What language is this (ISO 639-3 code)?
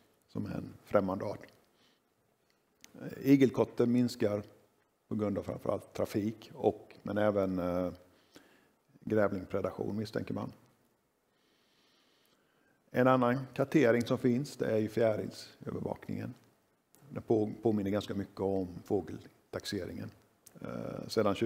swe